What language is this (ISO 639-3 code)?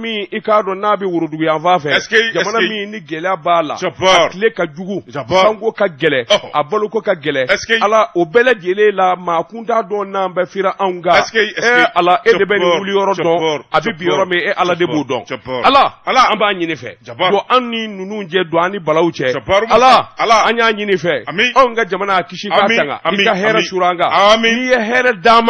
bam